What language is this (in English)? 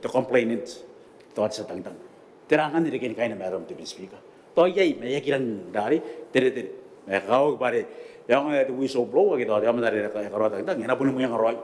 Gilbertese